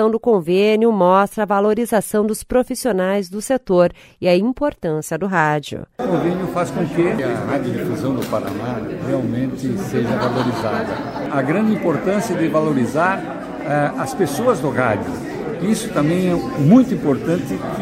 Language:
Portuguese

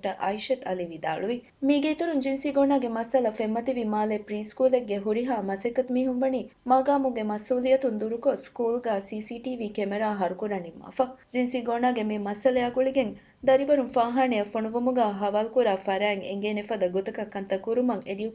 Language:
Divehi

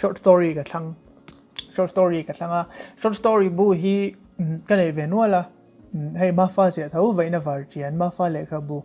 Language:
Mizo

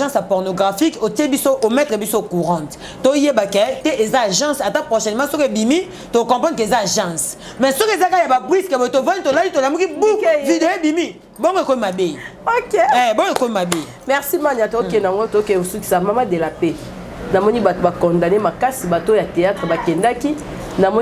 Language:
Lingala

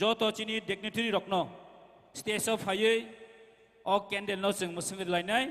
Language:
Kok Borok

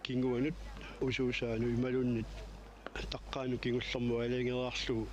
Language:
Kalaallisut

